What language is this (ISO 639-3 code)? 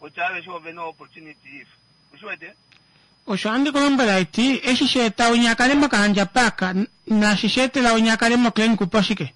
kua